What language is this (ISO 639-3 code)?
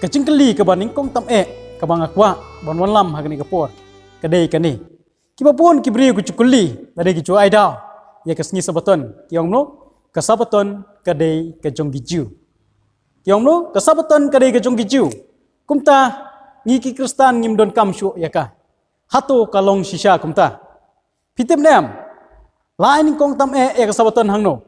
kha